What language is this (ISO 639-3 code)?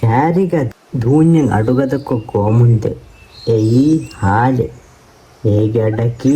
div